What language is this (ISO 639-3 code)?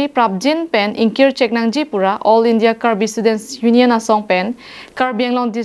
mjw